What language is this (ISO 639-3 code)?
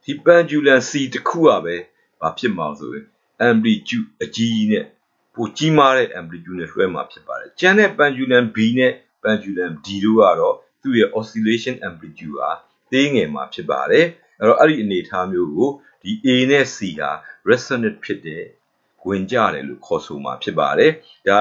mya